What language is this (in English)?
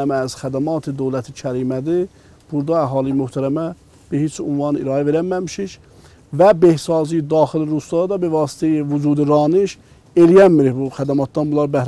South Azerbaijani